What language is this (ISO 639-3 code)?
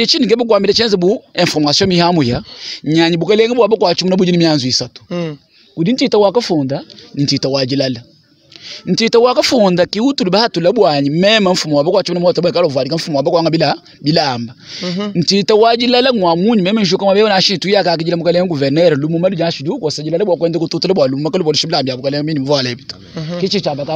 lua